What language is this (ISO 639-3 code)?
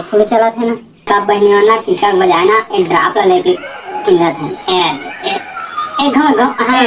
hne